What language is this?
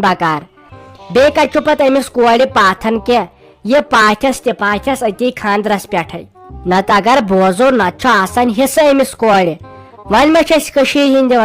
Kashmiri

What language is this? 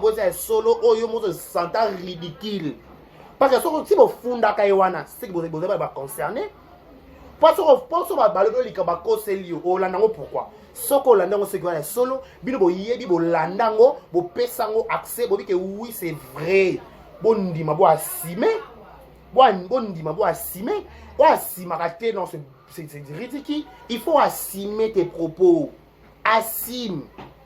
Lingala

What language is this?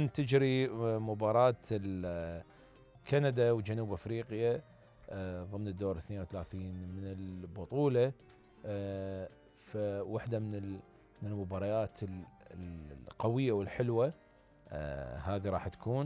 Mesopotamian Arabic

